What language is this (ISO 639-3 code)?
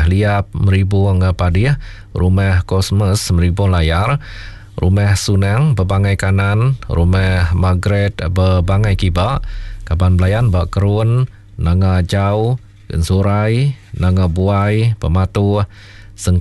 iba